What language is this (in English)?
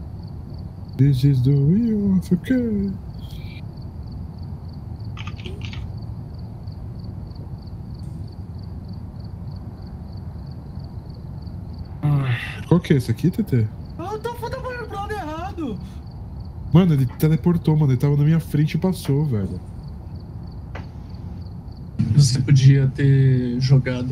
Portuguese